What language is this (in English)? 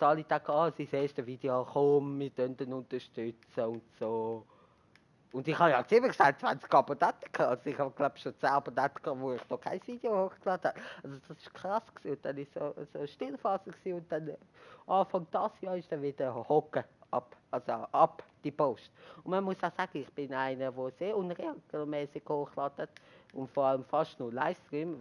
Swiss German